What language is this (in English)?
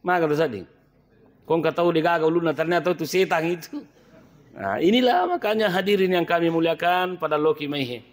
Buginese